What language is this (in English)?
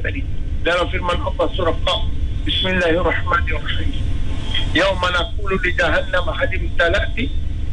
Malay